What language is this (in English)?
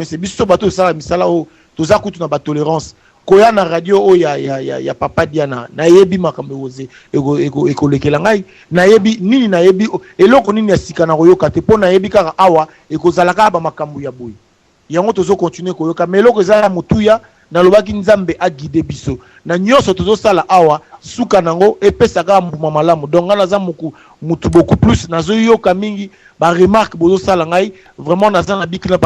Lingala